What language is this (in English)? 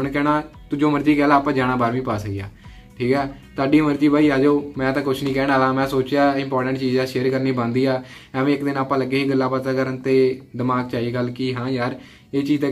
Punjabi